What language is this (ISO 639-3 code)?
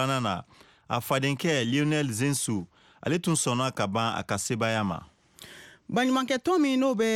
bam